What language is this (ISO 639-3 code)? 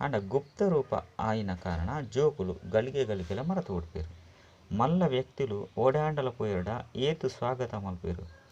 tcy